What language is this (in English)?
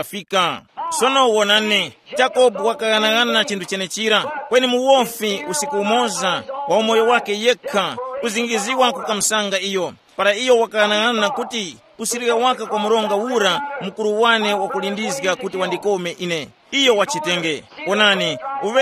Tumbuka